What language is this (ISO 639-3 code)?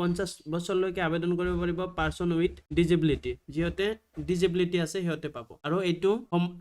asm